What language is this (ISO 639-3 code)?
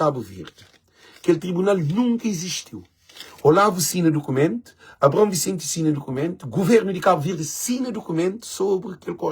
kea